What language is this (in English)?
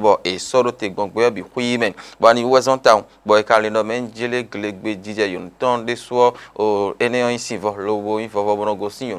Fon